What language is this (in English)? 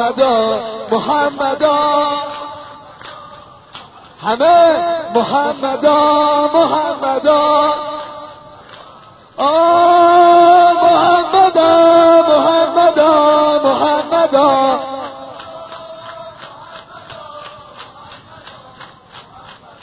Persian